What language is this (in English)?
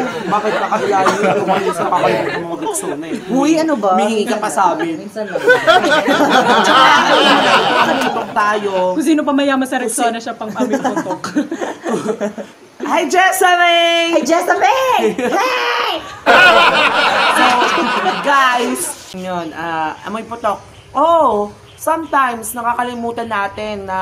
Filipino